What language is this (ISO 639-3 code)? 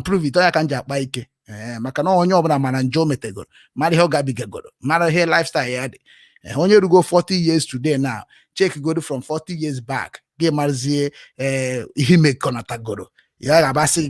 ibo